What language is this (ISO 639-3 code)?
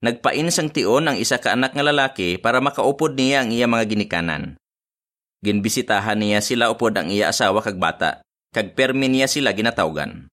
hil